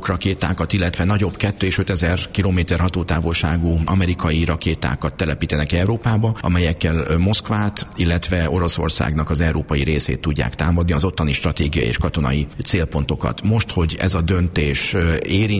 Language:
Hungarian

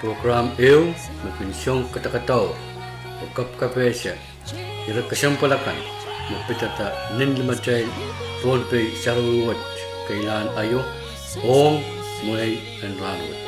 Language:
Pohnpeian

